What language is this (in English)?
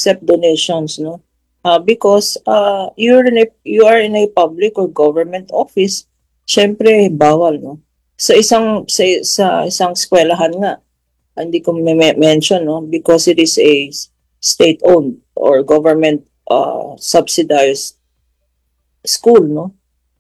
Filipino